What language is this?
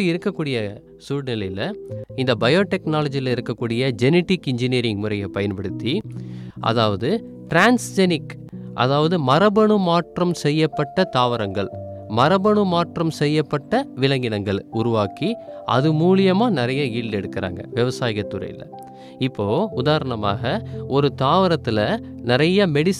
Tamil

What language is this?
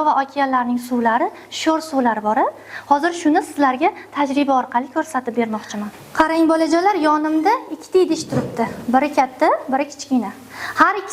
Uzbek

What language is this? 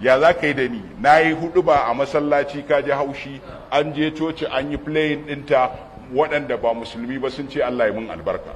Hausa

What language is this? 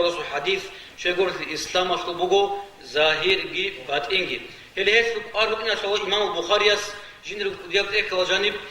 Avaric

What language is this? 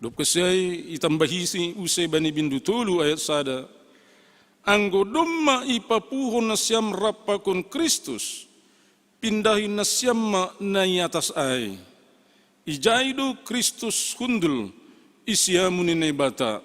Batak Simalungun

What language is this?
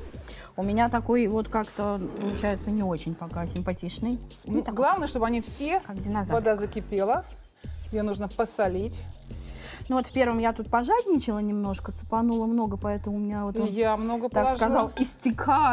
Russian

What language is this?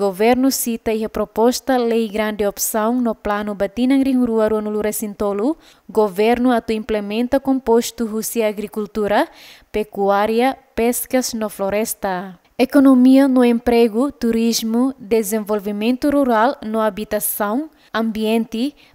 Tetum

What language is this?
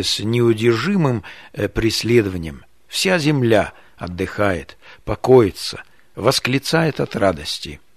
Russian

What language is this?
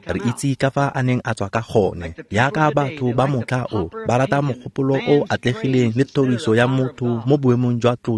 Tswana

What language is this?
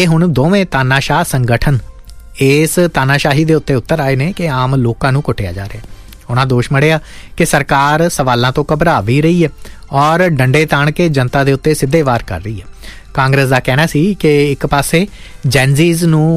Punjabi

